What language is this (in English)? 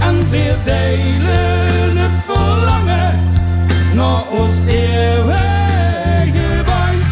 Limburgish